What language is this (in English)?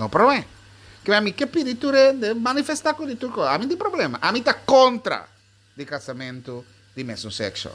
Papiamento